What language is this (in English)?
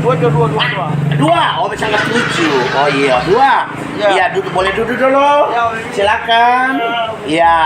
Ambonese Malay